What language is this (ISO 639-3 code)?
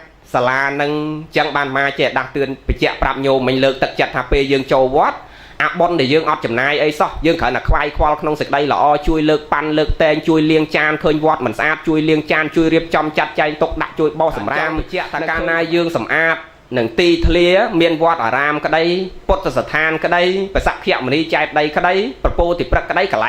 khm